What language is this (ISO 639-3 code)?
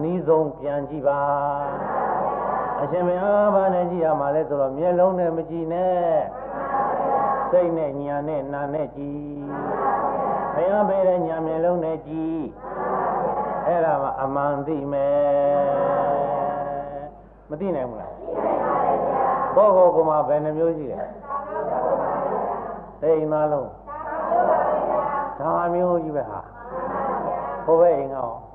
mya